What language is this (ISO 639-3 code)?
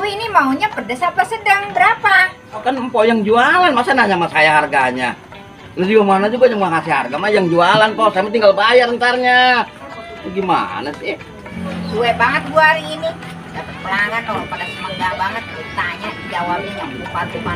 bew